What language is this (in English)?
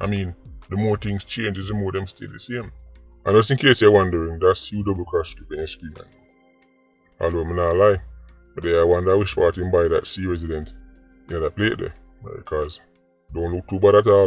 Jamaican Creole English